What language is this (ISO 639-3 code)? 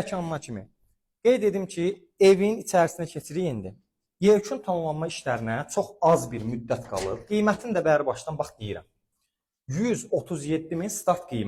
aze